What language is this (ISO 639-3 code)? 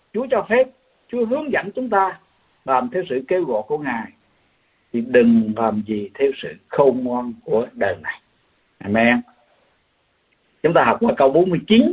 vie